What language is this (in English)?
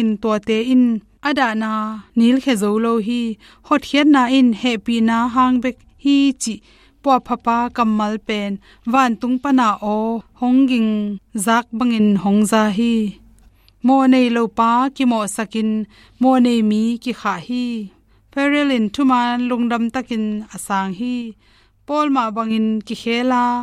Tedim Chin